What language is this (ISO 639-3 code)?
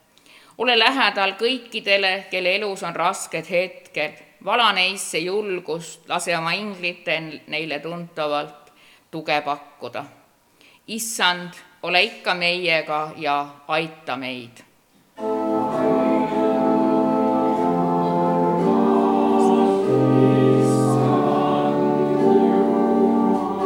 est